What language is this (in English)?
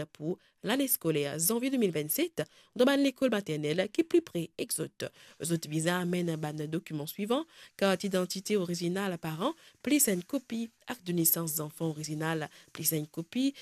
Morisyen